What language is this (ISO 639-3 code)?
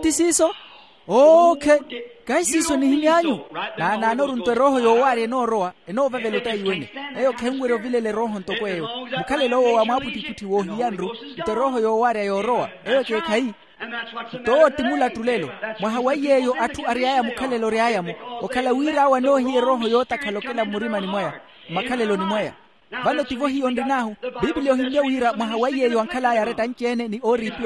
vmw